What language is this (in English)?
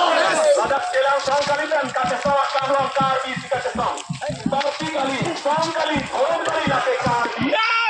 Karbi